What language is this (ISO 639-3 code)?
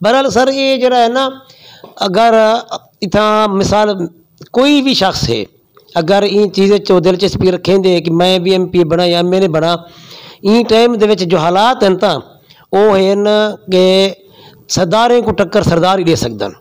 skr